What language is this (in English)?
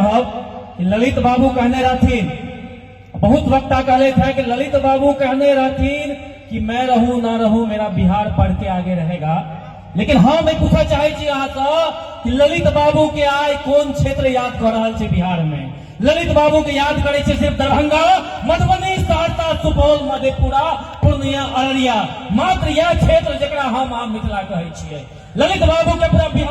Maithili